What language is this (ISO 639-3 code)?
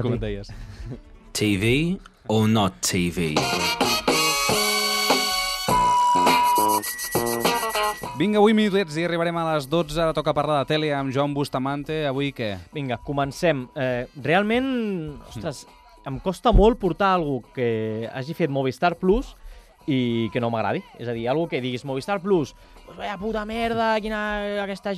cat